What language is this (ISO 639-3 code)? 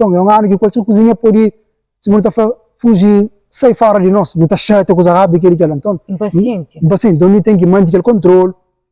kea